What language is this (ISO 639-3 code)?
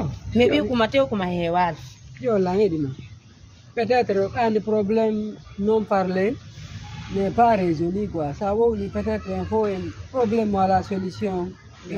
ful